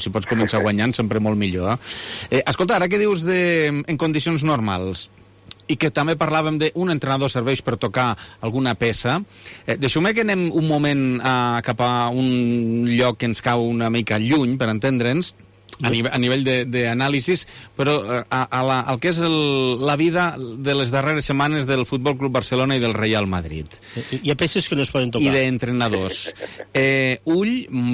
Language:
Catalan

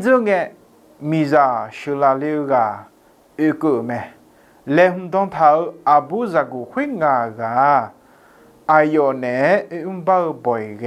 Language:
Akha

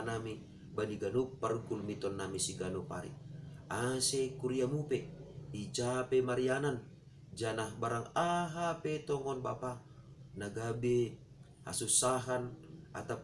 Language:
Batak Simalungun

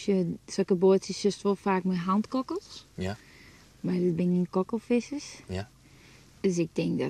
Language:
Western Frisian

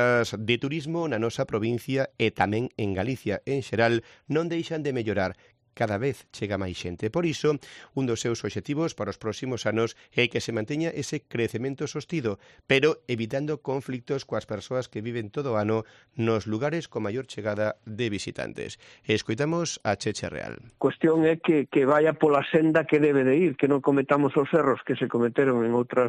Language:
Galician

